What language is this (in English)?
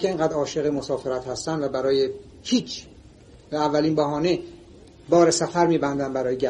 Persian